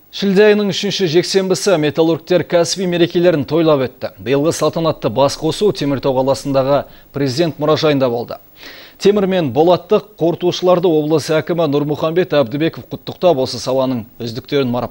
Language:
Kazakh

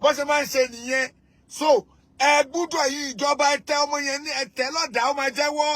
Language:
Yoruba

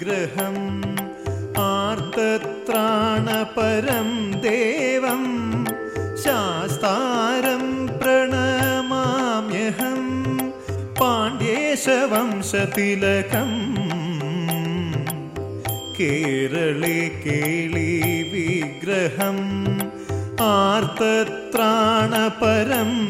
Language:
Malayalam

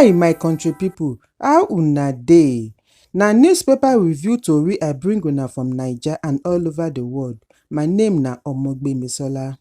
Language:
Nigerian Pidgin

